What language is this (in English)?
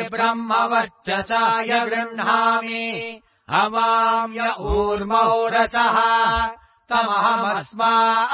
Sanskrit